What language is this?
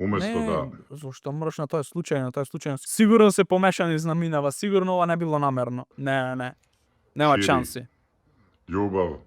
Macedonian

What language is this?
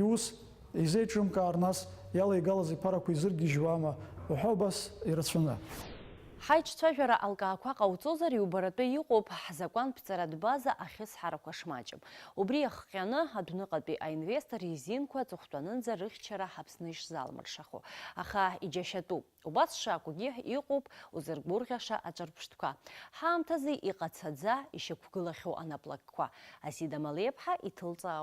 Abkhazian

